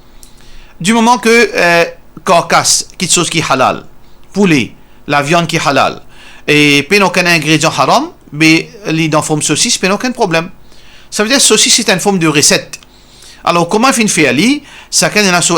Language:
Morisyen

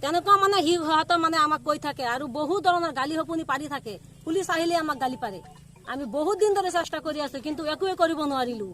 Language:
Assamese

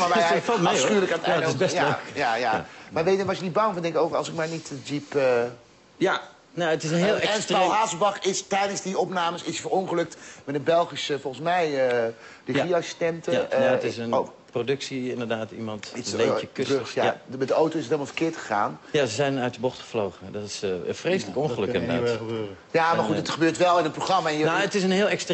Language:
Dutch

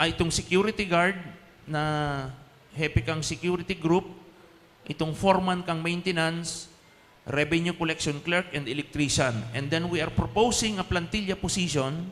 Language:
Bikol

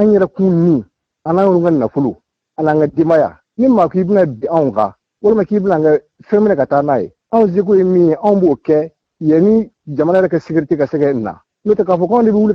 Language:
Bambara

